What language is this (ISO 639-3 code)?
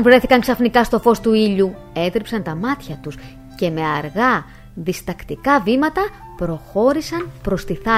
ell